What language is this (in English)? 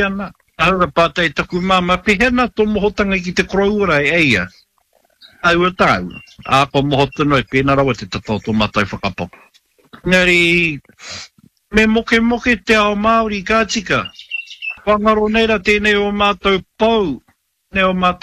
Māori